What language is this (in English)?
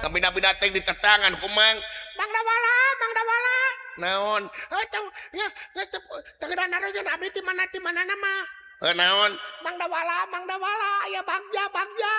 Sundanese